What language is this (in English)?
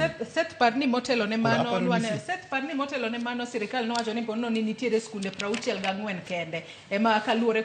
Luo (Kenya and Tanzania)